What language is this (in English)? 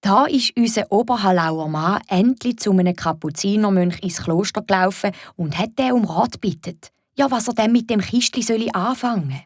Swiss German